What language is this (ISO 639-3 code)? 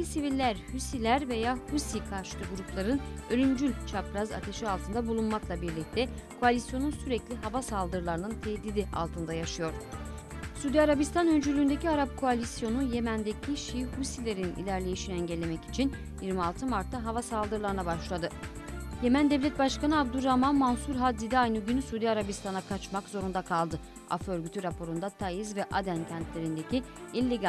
tur